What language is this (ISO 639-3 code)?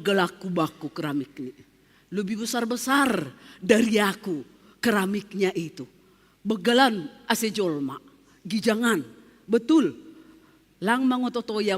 bts